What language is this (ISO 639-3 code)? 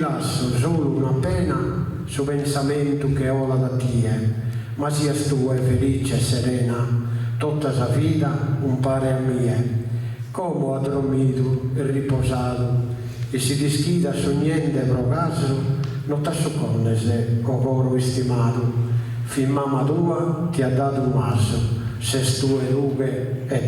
srd